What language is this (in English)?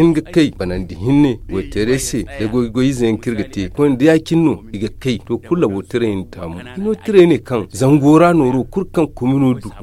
Zarma